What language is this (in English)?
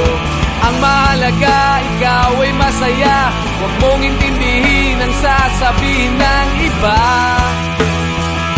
Filipino